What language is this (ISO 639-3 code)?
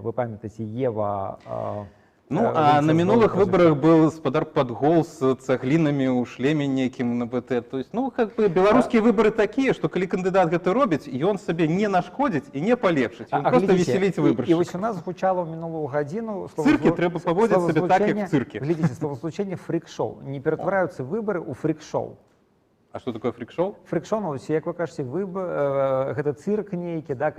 bel